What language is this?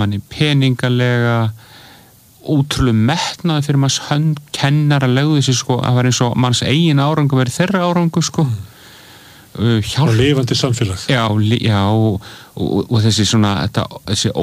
Icelandic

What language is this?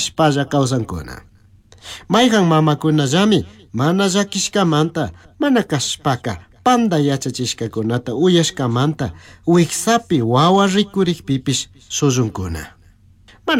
Chimborazo Highland Quichua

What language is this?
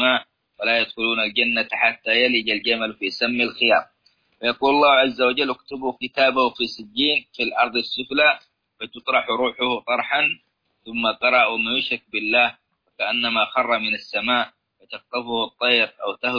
Arabic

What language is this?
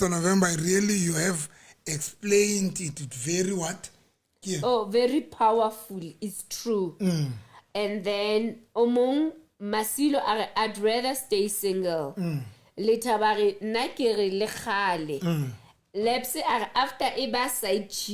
Southern Sotho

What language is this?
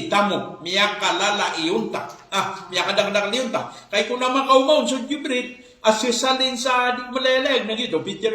Maranao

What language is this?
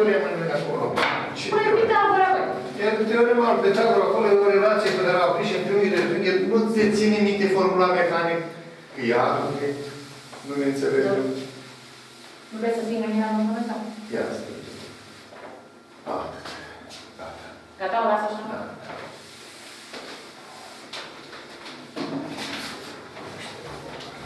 Romanian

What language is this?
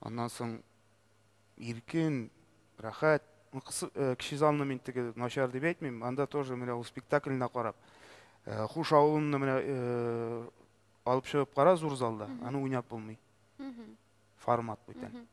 Tatar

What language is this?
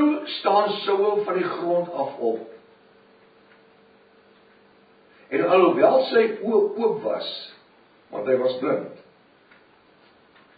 Afrikaans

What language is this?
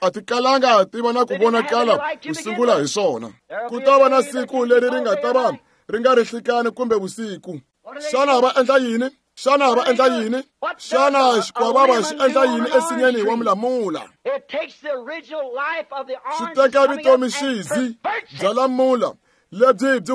Tsonga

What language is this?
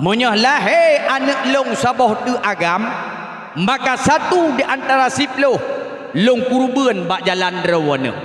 Achinese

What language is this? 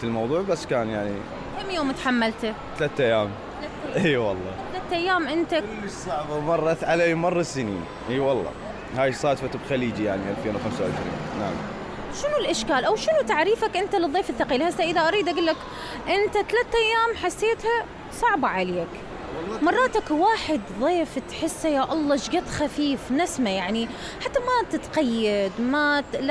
Mesopotamian Arabic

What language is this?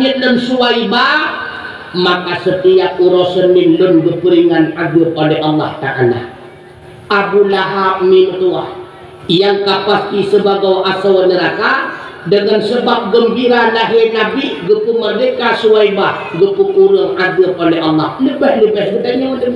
Achinese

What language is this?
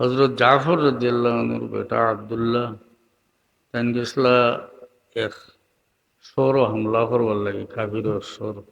Sylheti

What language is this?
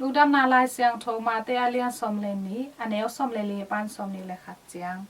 Tedim Chin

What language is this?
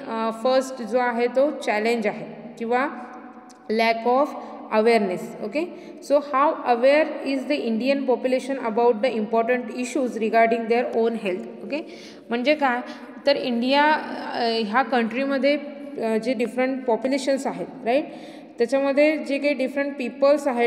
Marathi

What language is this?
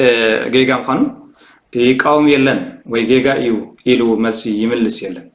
Tigrinya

